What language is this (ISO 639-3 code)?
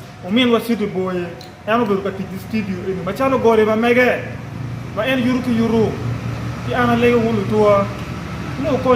ach